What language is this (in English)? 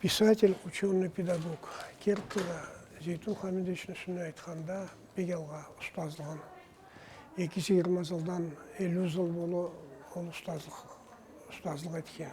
Karachay-Balkar